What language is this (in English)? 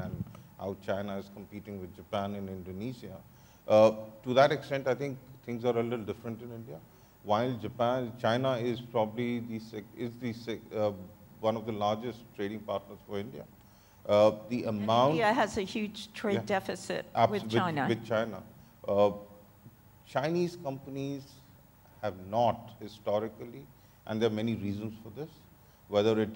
English